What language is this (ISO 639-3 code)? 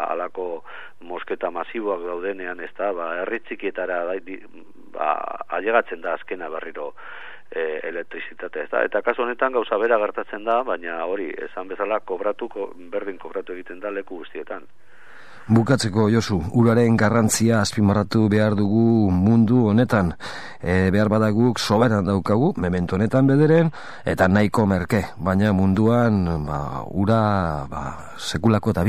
eus